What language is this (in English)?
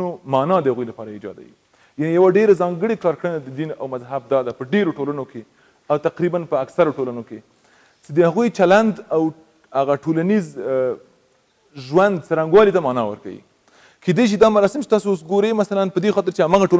Pashto